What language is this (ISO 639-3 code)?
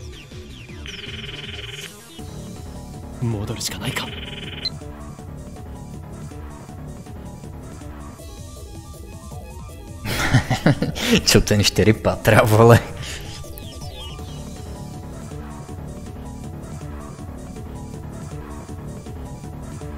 ces